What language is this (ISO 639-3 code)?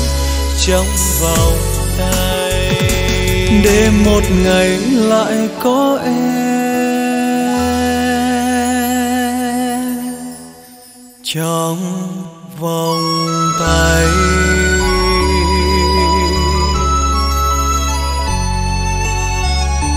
vie